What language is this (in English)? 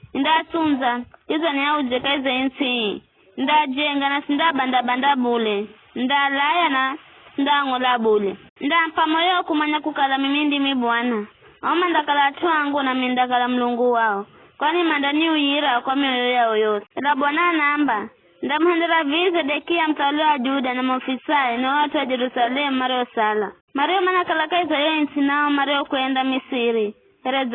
Giryama